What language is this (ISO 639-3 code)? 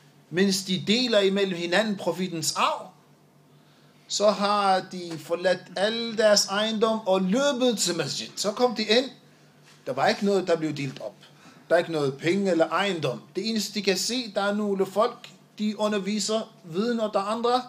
dan